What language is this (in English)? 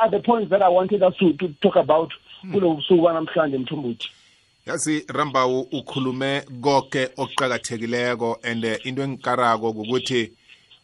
South Ndebele